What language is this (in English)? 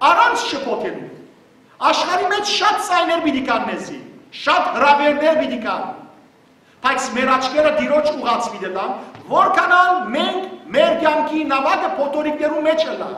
Western Armenian